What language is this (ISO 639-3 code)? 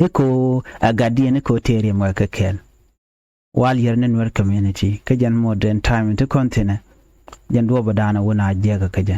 nus